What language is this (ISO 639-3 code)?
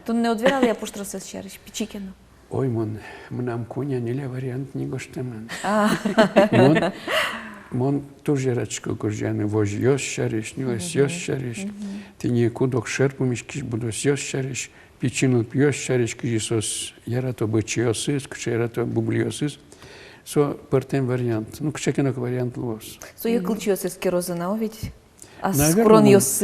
udm